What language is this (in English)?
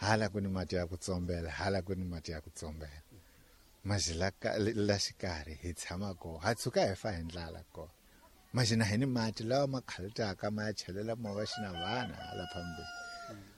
Tsonga